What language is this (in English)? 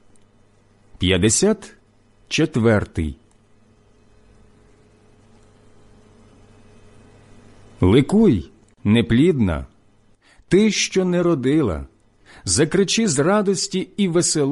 Ukrainian